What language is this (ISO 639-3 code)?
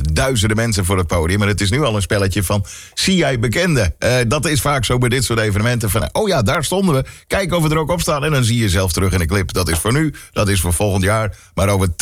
nld